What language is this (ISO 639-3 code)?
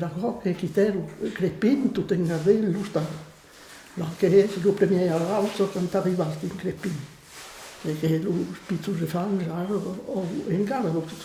oci